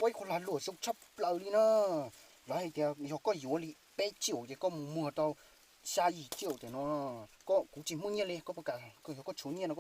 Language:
Hmong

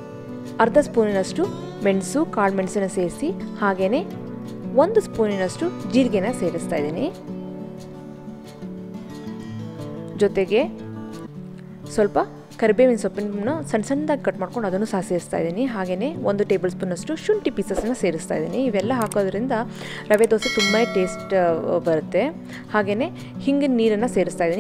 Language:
Kannada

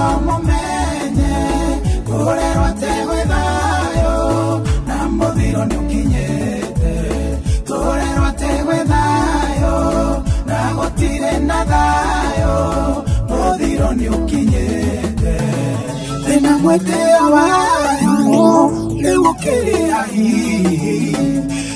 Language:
Kikuyu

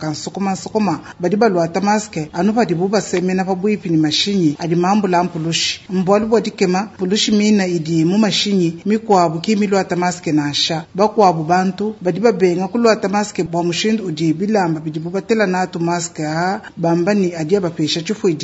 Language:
Luba-Lulua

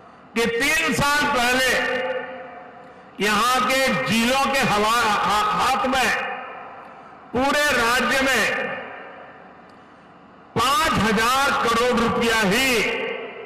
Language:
Hindi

